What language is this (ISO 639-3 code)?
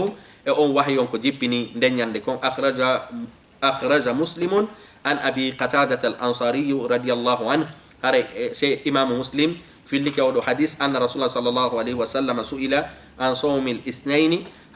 ful